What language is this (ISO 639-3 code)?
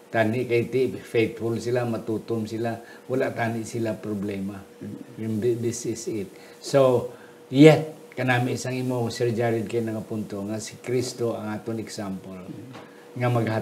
hil